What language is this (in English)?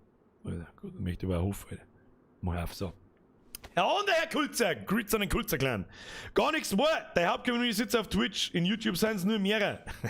Bavarian